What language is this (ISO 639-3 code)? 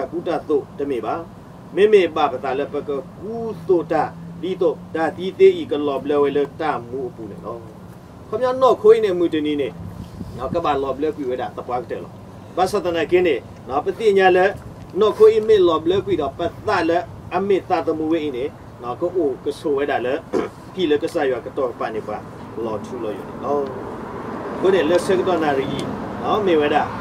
ksw